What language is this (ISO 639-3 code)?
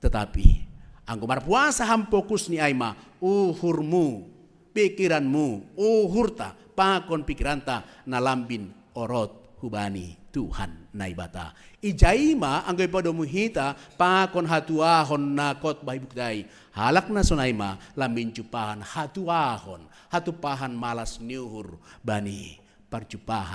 bts